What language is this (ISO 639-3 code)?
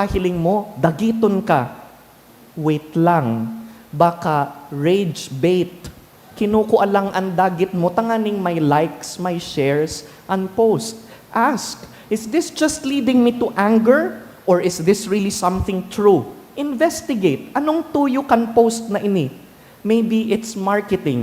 bik